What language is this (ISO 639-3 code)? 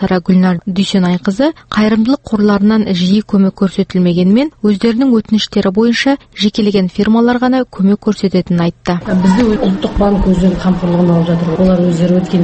kaz